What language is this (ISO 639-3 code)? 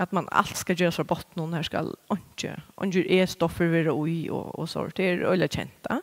fao